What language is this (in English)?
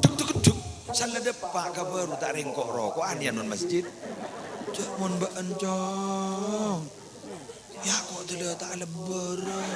Madurese